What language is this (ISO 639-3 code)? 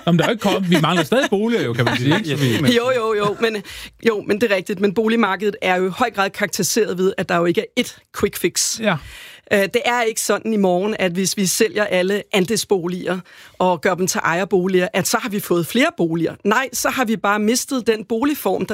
dan